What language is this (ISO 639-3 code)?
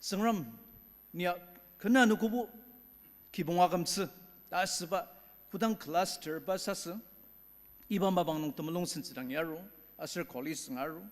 njo